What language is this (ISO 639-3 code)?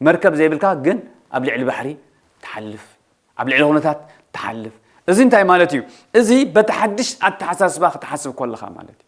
tir